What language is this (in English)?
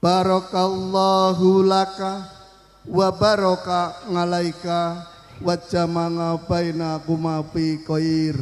Javanese